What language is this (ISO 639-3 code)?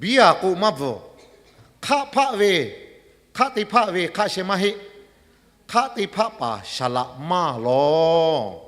lhu